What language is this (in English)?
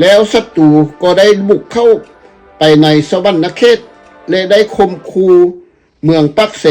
Lao